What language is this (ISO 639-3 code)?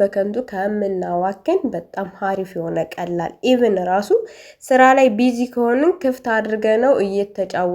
amh